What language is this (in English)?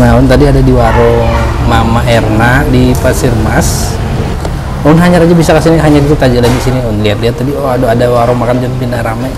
Banjar